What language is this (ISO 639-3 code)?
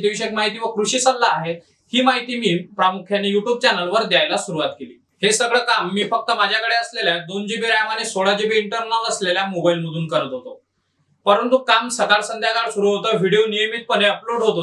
mar